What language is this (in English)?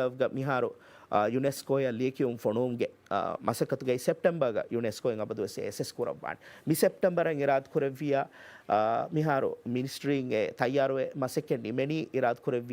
Divehi